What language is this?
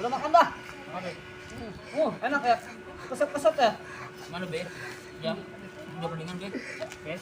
Betawi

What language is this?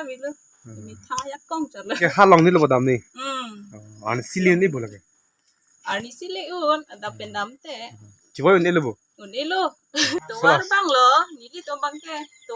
Karbi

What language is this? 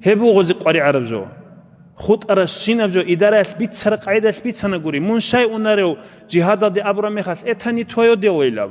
Avaric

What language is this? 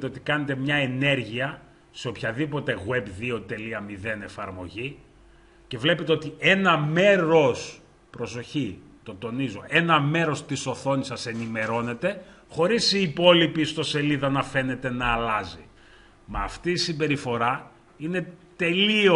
Greek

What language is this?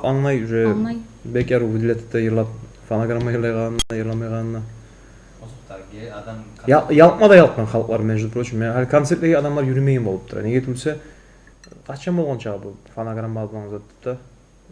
Kumyk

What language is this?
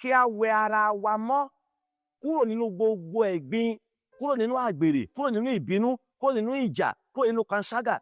Yoruba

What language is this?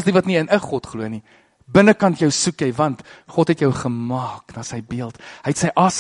Afrikaans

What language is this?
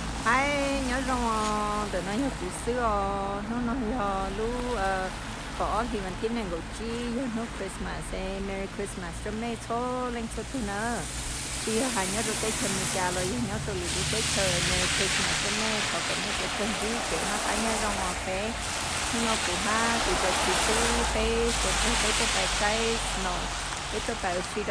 Hmong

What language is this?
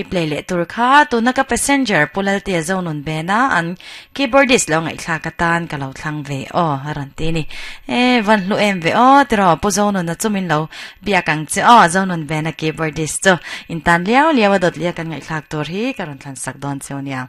Mizo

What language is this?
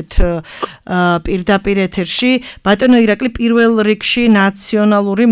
Georgian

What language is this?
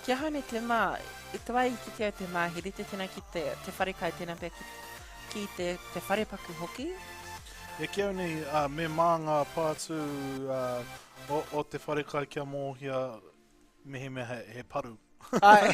Māori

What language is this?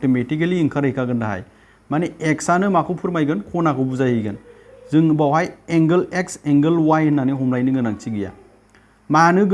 Bodo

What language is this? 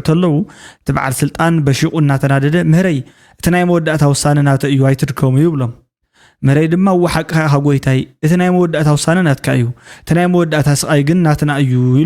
Tigrinya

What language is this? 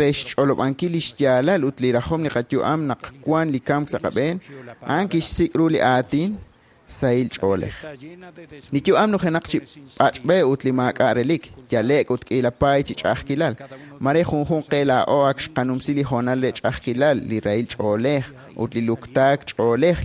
Kekchí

